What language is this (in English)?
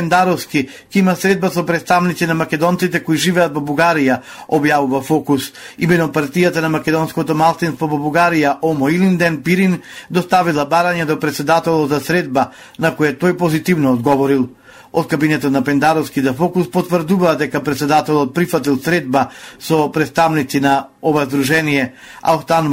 Macedonian